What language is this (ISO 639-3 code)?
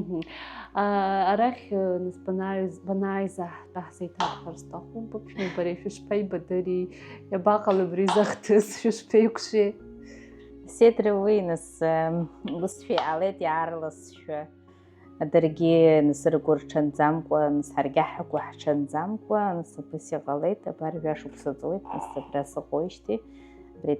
abk